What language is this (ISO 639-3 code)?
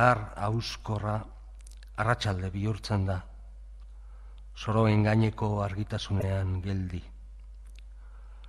eus